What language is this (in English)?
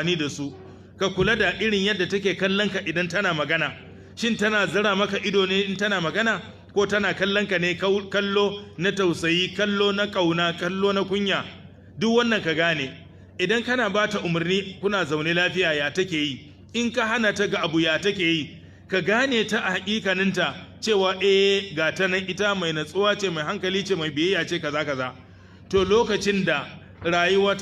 Hausa